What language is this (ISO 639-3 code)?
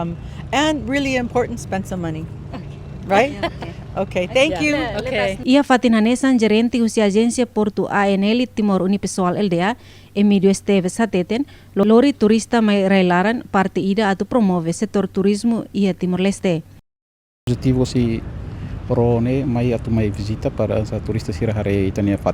tet